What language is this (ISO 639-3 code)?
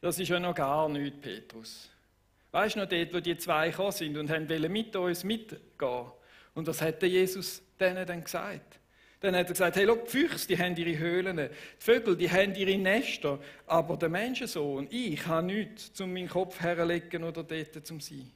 gsw